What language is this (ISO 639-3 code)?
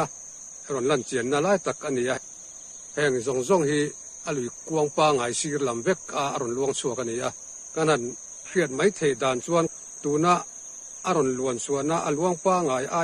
lus